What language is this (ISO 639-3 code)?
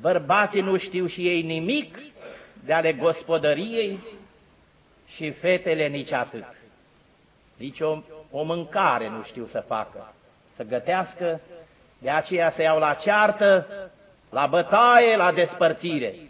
ron